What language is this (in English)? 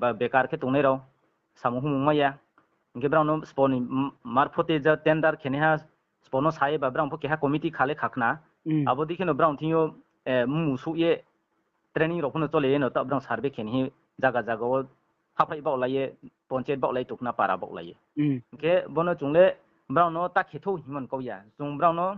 Riang (India)